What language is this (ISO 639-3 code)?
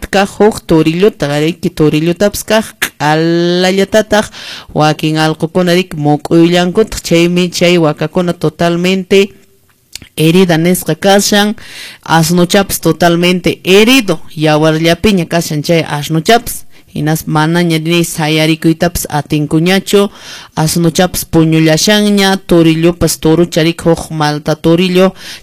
que